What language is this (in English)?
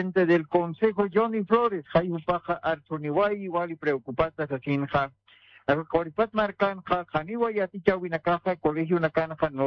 Aymara